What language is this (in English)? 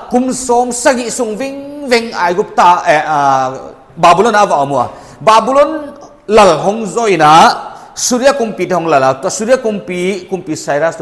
Paite Chin